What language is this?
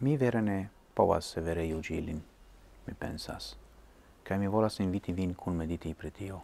Esperanto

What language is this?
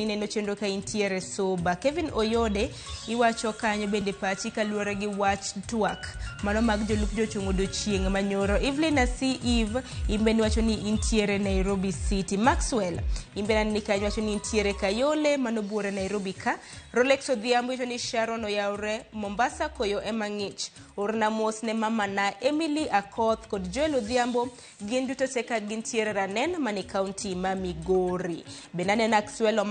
Luo (Kenya and Tanzania)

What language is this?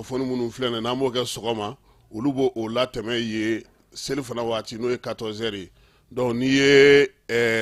Bambara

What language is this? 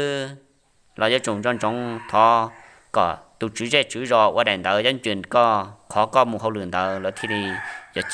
Hmong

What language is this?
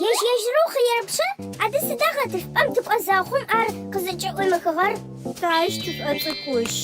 Adyghe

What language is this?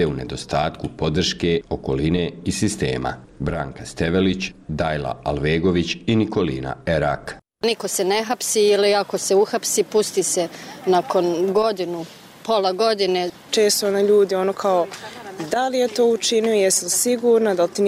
Bosnian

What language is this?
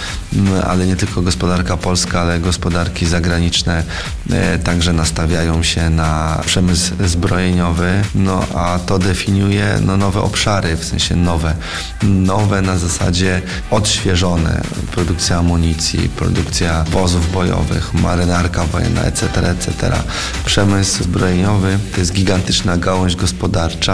Polish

